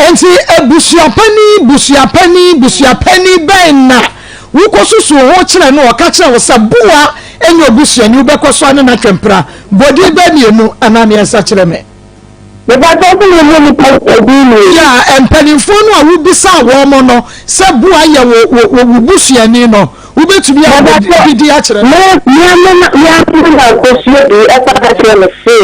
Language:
Akan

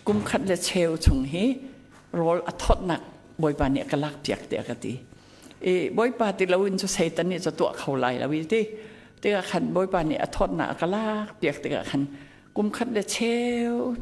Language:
Hakha Chin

